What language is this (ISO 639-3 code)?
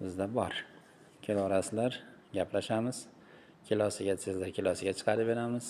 uzb